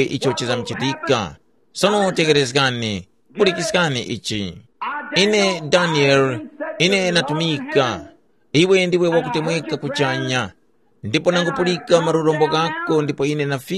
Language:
Tumbuka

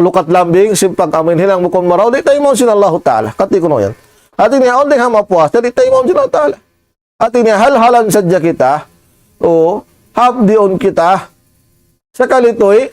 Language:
Tausug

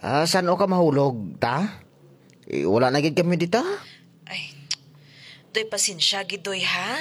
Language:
Hiligaynon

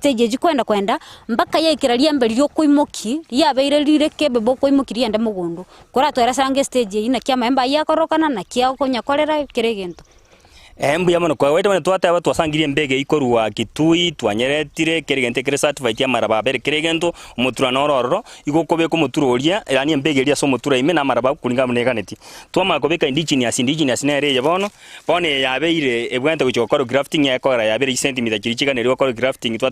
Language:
Gusii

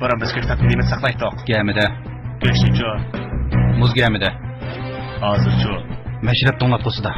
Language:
Uyghur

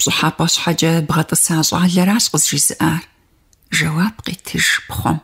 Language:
Kabardian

